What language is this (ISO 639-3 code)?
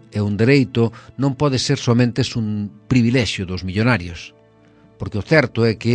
glg